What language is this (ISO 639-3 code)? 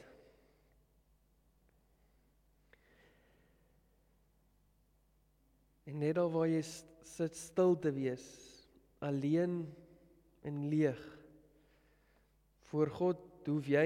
afr